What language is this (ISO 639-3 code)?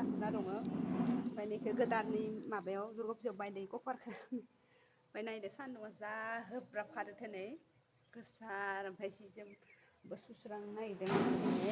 brx